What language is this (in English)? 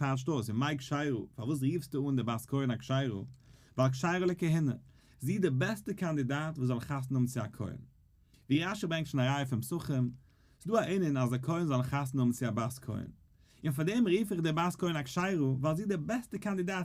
Yiddish